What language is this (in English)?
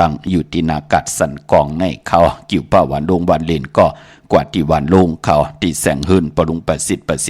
Shan